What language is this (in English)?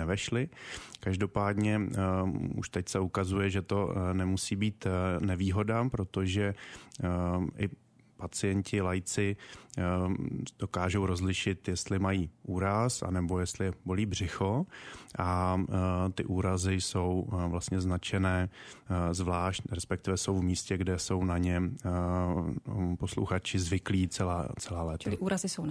Czech